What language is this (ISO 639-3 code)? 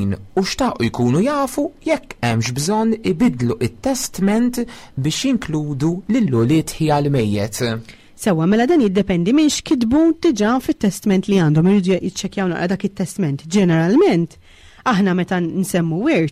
mlt